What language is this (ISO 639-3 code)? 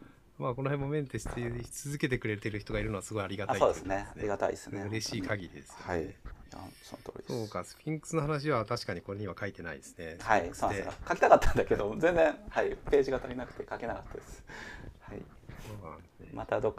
jpn